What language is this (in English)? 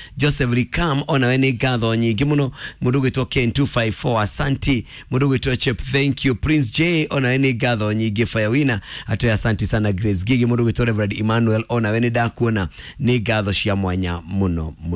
Kikuyu